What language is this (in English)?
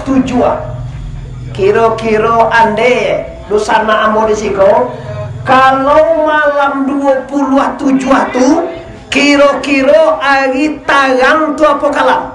Minangkabau